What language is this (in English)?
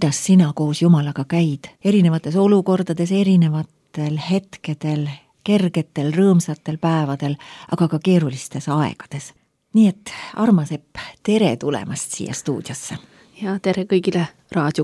Estonian